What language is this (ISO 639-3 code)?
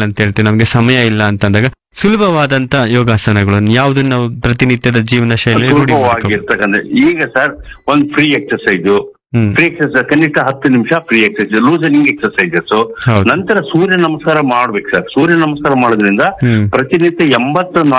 kan